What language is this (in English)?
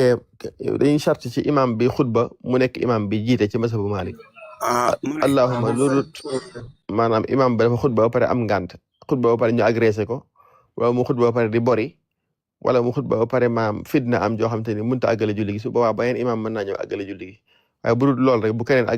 Wolof